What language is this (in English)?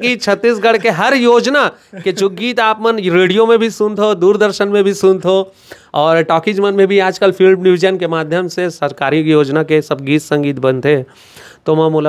Chhattisgarhi